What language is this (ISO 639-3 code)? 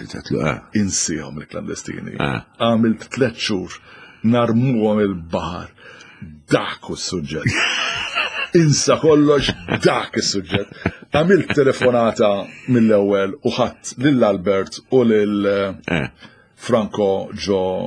mlt